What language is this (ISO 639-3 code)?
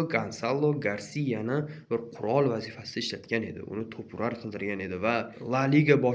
uzb